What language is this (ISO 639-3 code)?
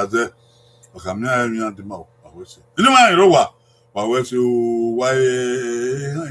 bin